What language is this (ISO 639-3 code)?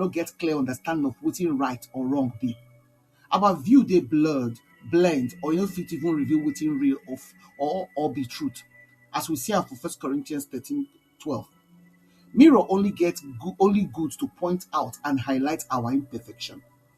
pcm